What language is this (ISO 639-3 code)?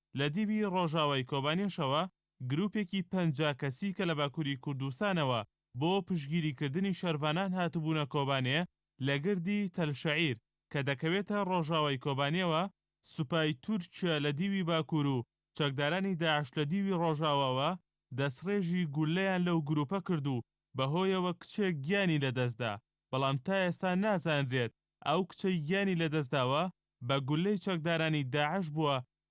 ckb